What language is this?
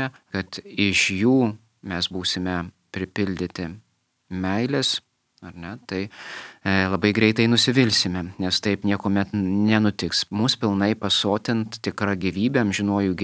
Lithuanian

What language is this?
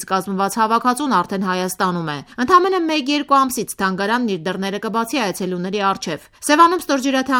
Armenian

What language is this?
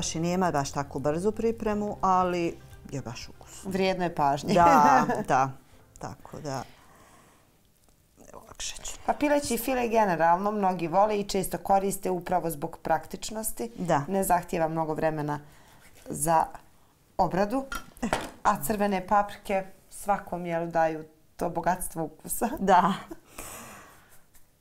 Bosnian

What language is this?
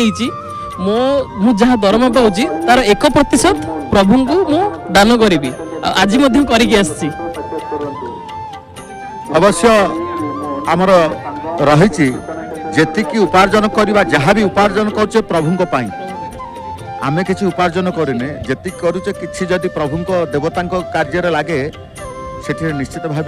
Odia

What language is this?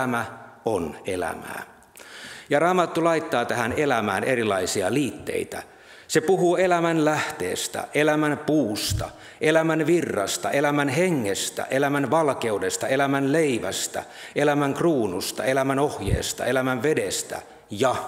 Finnish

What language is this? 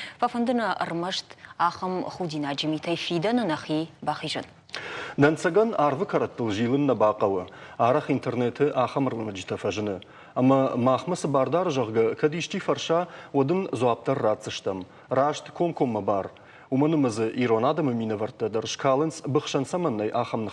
Ossetic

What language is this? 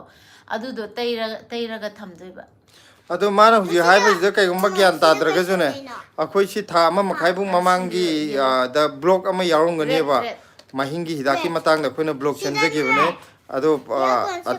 Manipuri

